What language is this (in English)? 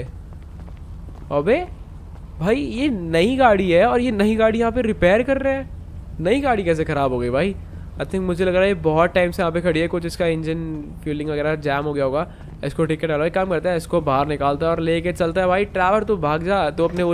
Hindi